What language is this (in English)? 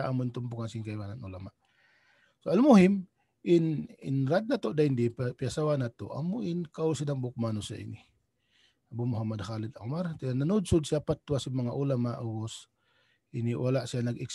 Tausug